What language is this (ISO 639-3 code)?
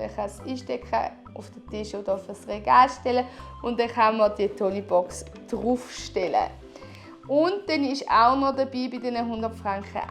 gsw